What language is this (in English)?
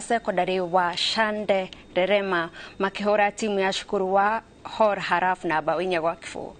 Kikuyu